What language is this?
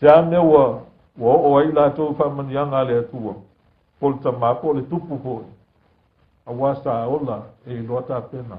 Samoan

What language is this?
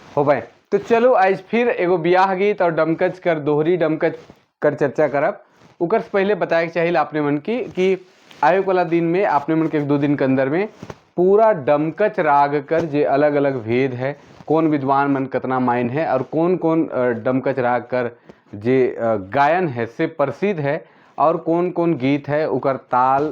Sadri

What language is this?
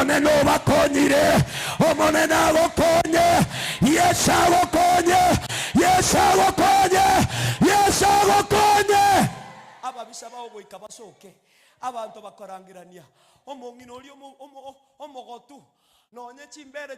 Gusii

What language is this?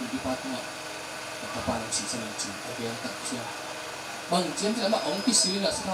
Tedim Chin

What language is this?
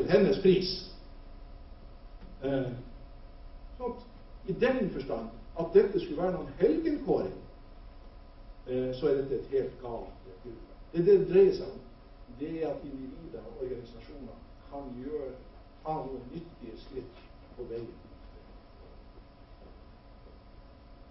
Norwegian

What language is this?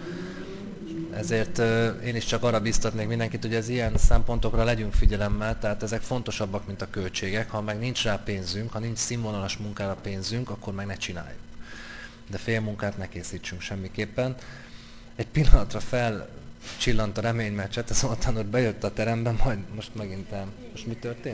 Hungarian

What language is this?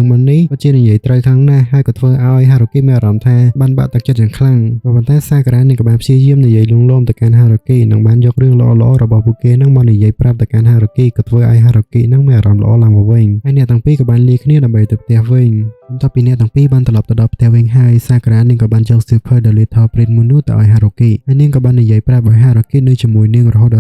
Khmer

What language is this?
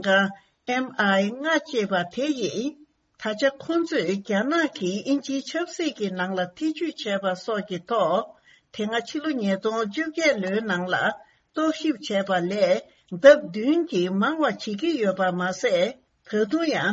Tibetan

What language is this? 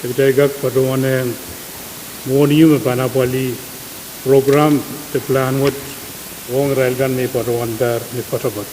Pohnpeian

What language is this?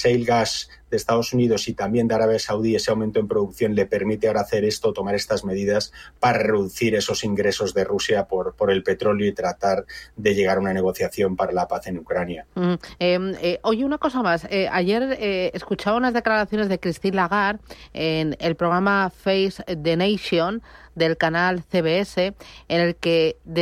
Spanish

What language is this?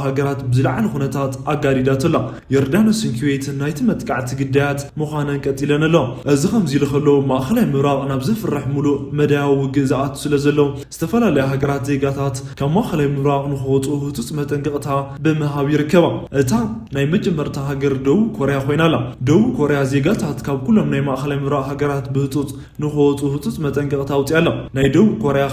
Tigrinya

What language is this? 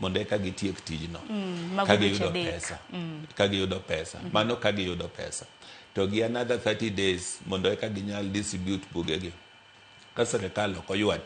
Luo (Kenya and Tanzania)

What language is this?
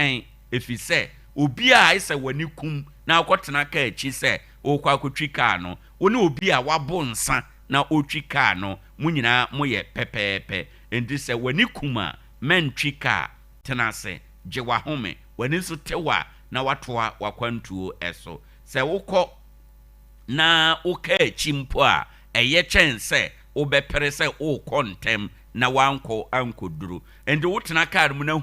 Akan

